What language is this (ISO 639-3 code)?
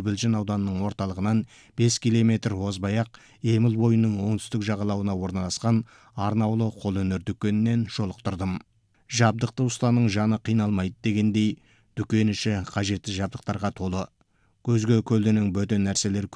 kaz